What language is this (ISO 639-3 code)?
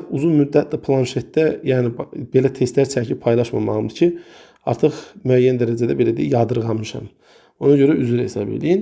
aze